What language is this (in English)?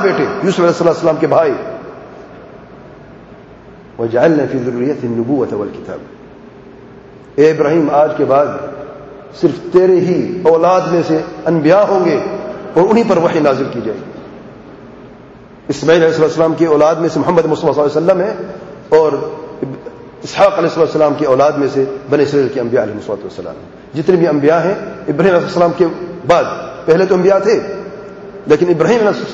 Urdu